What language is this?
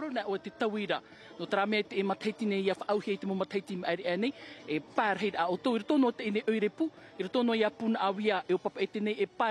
Tahitian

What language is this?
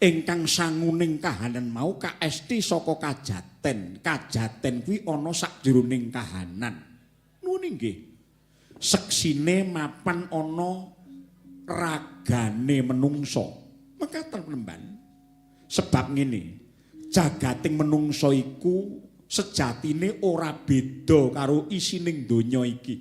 Javanese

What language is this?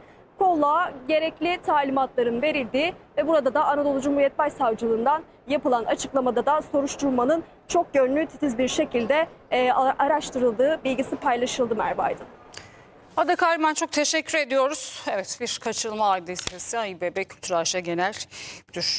Turkish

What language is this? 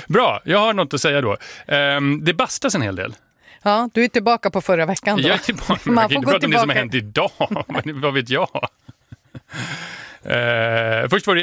Swedish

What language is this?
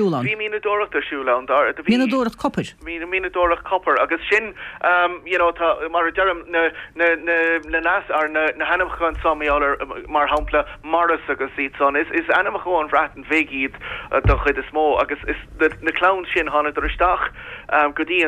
Irish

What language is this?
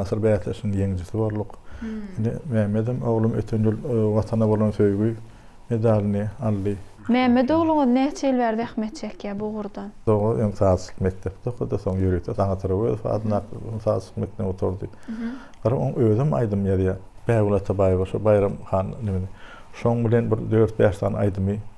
Turkmen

